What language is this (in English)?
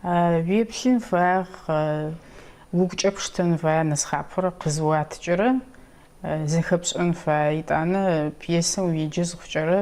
Adyghe